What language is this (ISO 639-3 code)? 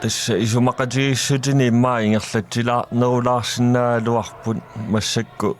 kal